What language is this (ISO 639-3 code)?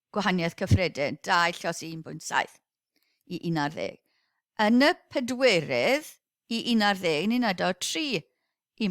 cym